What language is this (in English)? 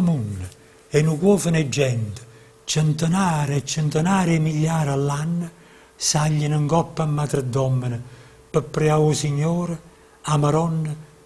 Neapolitan